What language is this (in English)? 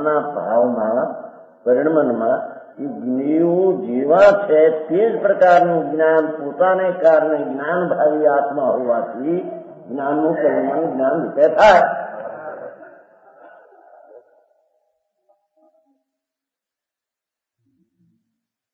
Gujarati